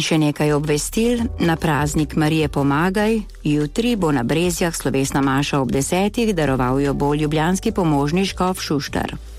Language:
Slovenian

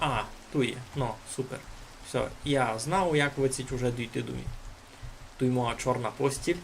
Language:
Rusyn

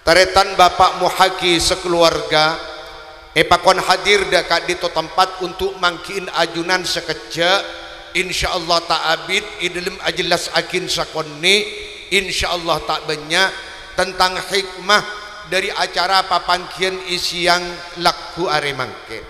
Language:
Madurese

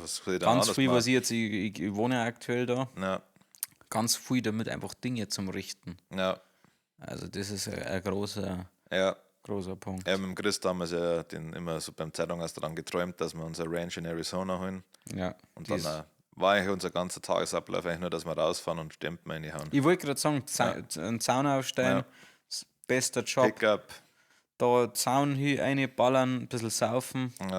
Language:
Bavarian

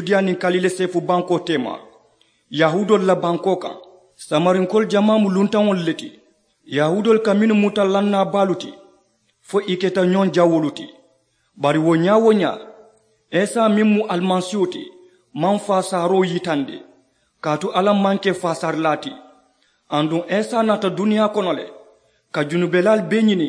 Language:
Mandingo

